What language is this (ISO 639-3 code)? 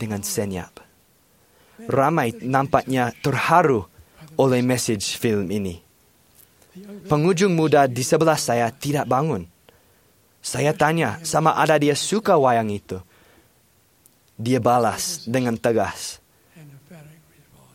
msa